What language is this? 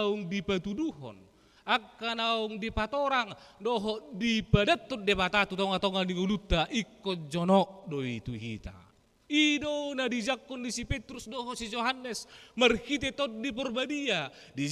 Batak Toba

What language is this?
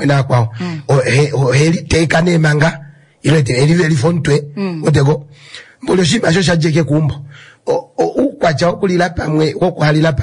Kuanyama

